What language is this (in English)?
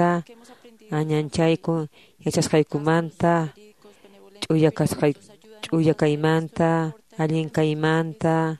Quechua